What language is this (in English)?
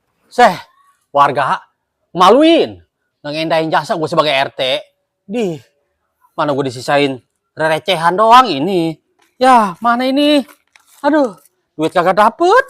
Betawi